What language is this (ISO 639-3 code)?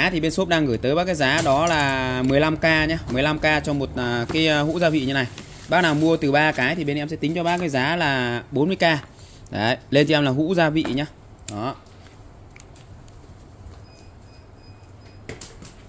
vie